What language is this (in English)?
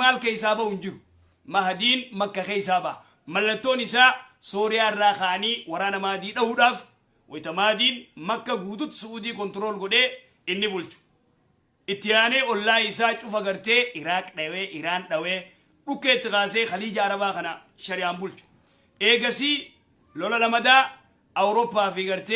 Oromo